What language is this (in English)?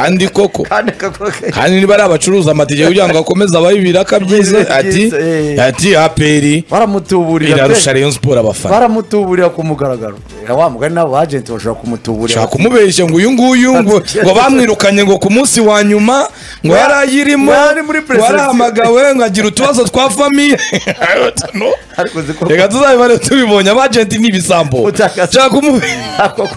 Kinyarwanda